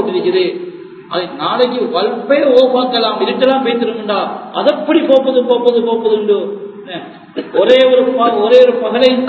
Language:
Tamil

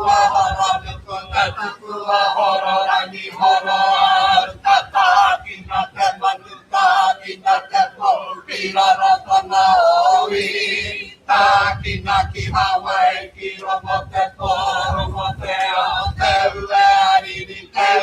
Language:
Māori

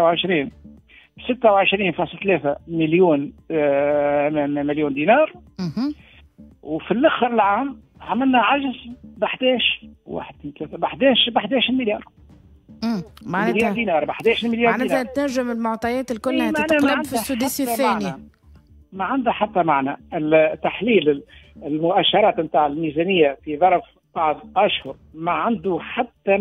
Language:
Tunisian Arabic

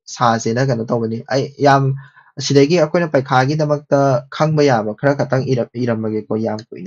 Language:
Manipuri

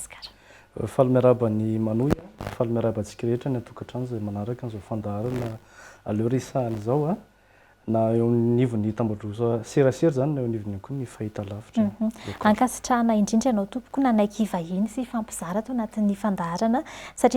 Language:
Malagasy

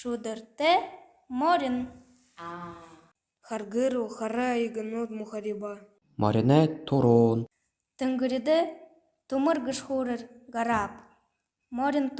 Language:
Buriat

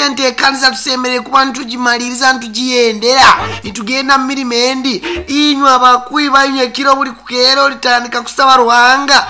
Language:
Nyoro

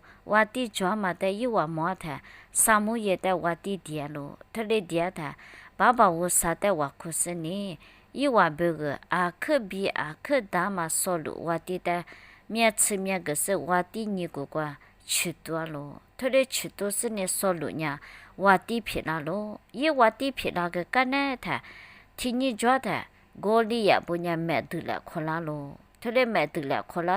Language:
Lisu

